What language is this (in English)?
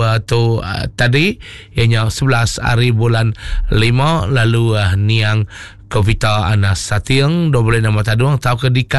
Iban